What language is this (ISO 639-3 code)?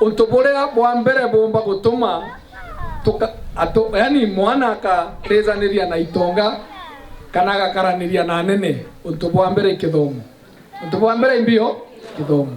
mer